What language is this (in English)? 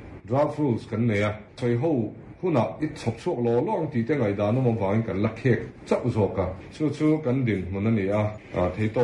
Mizo